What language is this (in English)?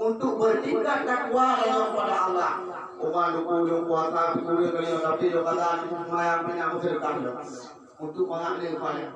Achinese